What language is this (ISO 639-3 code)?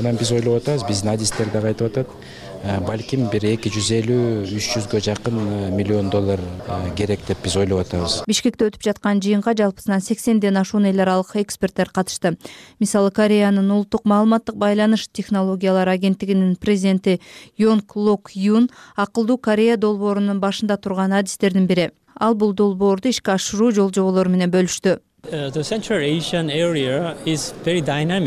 kir